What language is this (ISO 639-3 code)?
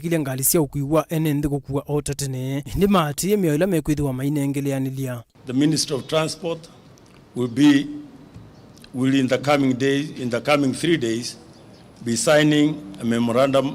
kam